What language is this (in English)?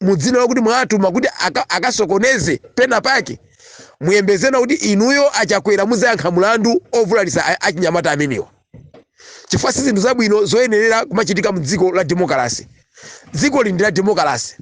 Nyanja